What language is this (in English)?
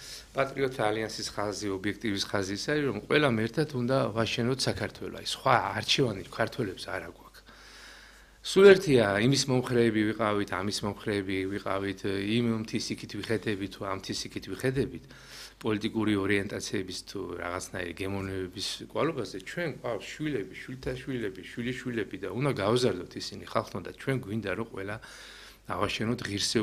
Georgian